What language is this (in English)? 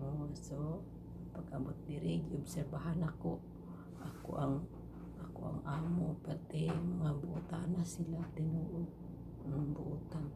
Cebuano